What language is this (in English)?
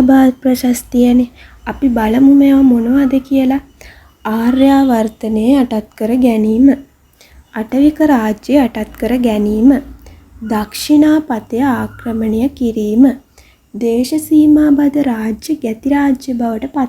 Sinhala